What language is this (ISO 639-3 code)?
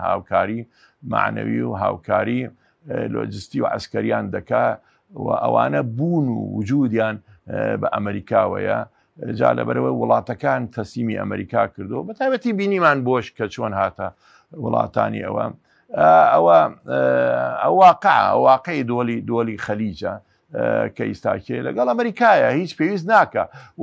ckb